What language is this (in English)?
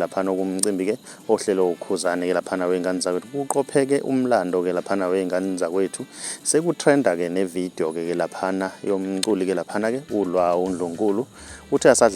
Zulu